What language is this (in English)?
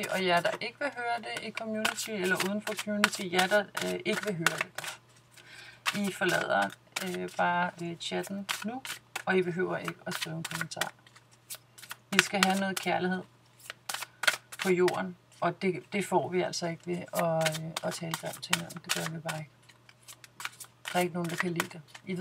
Danish